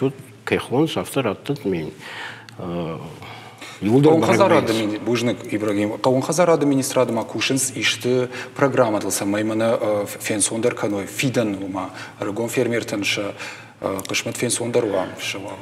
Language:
Ossetic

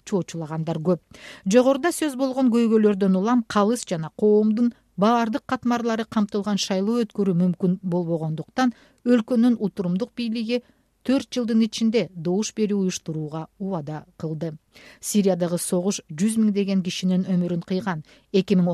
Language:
Kyrgyz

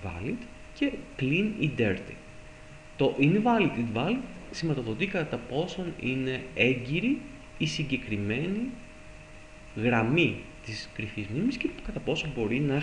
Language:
Greek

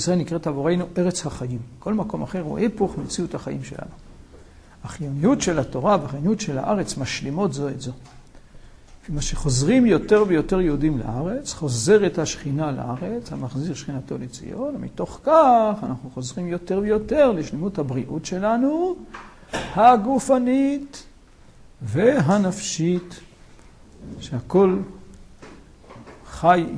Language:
Hebrew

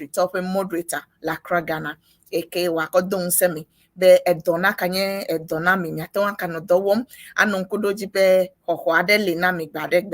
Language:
Ewe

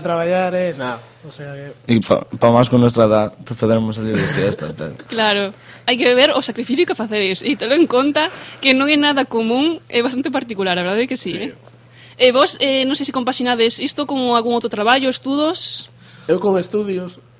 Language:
Galician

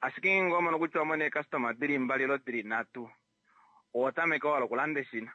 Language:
Kuanyama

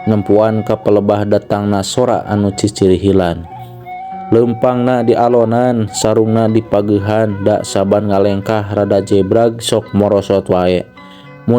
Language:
Sundanese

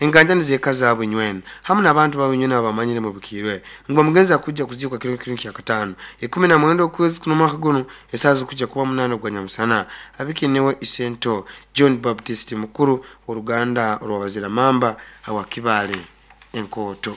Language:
Nyoro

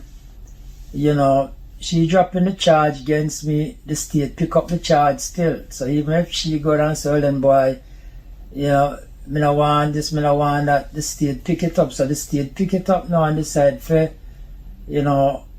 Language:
Jamaican Creole English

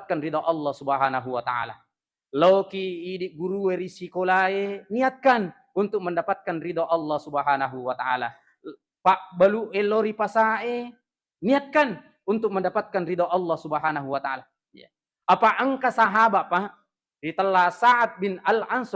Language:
Buginese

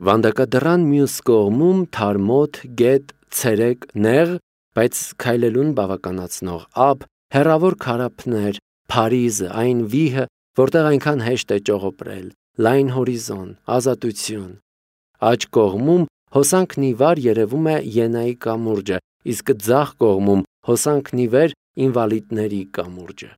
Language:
Armenian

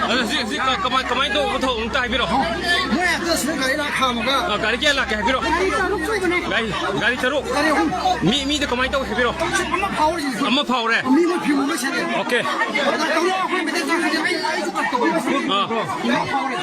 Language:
Manipuri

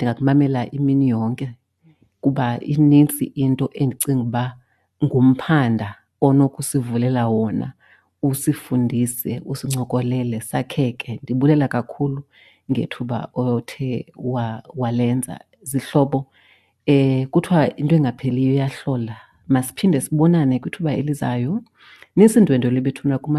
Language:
Xhosa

